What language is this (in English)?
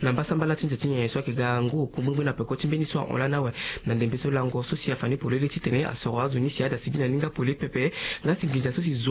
Sango